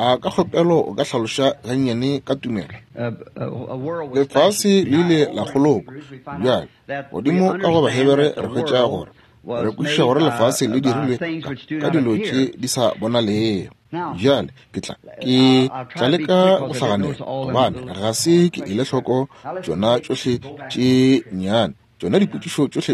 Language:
Northern Sotho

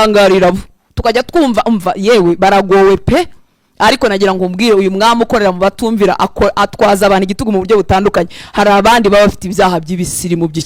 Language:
Kinyarwanda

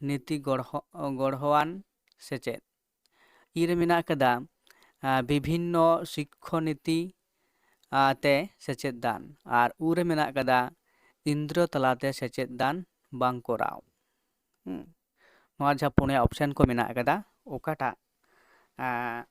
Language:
Santali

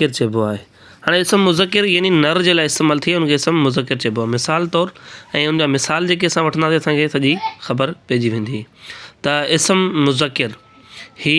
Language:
Sindhi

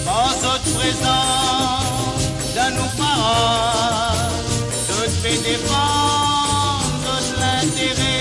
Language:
Morisyen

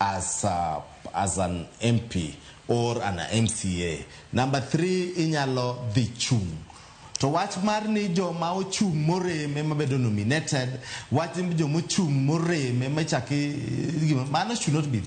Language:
Luo (Kenya and Tanzania)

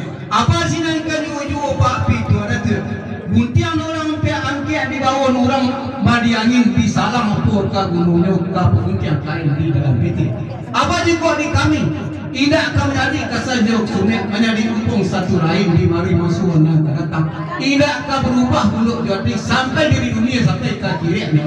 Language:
Minangkabau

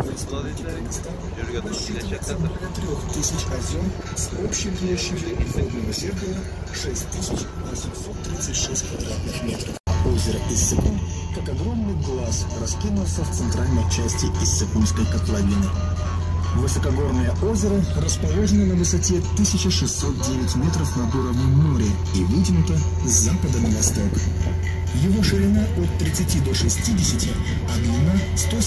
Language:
Tatar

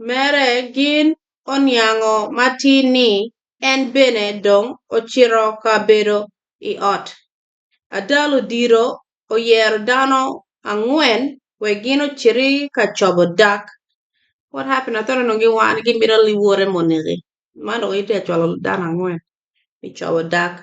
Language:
Acoli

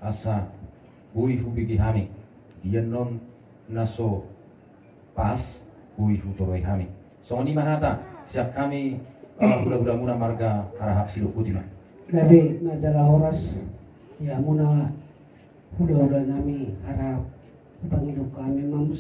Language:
Batak Toba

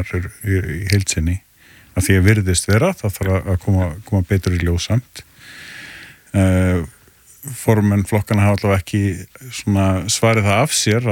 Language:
Icelandic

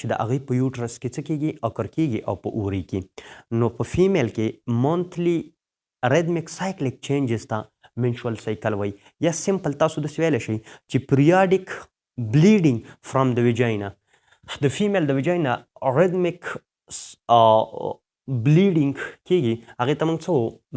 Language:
Pashto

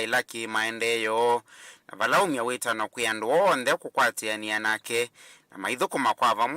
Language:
Kamba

